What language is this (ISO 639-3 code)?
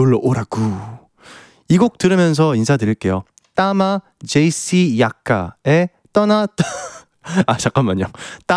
kor